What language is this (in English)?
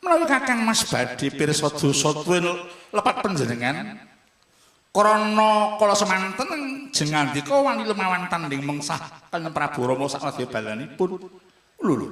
Javanese